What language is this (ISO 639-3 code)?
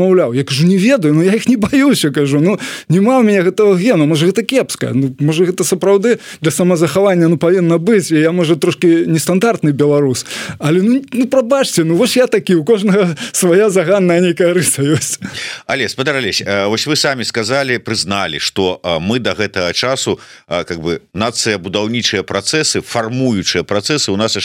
bel